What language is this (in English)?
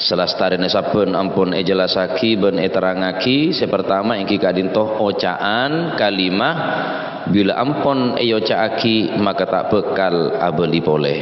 Madurese